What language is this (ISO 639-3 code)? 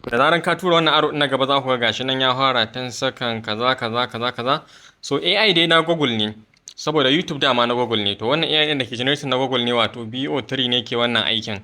hau